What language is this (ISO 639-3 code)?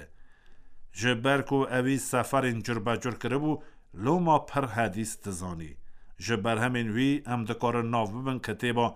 kur